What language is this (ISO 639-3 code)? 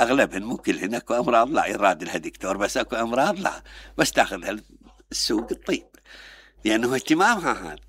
acm